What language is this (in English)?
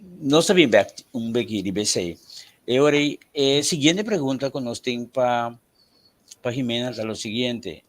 Papiamento